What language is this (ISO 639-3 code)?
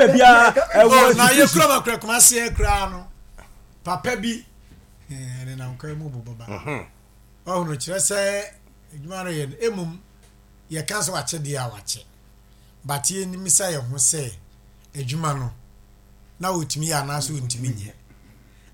aka